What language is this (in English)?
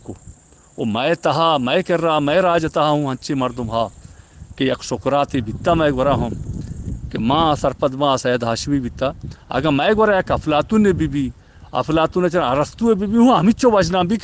Eastern Balochi